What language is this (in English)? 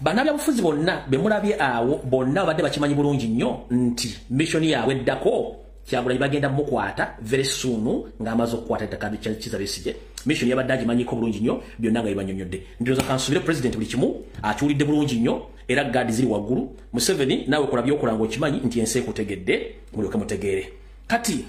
Ganda